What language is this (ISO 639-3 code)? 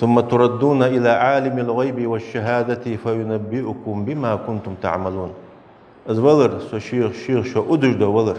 inh